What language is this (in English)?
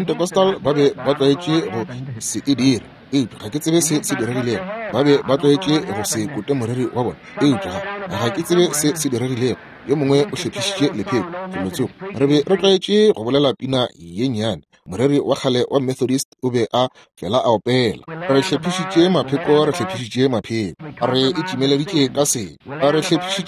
Northern Sotho